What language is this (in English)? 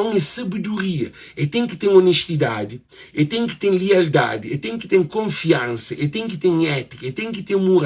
Kabuverdianu